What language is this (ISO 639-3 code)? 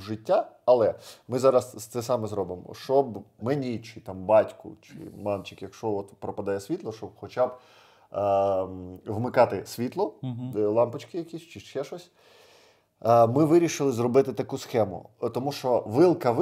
ukr